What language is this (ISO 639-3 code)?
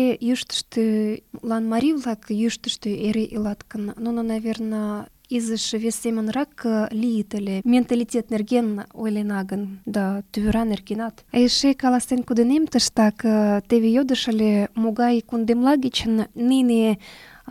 chm